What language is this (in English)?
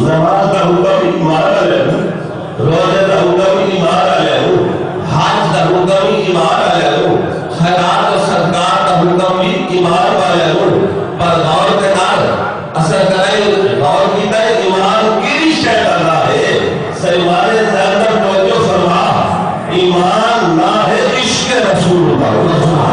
Saraiki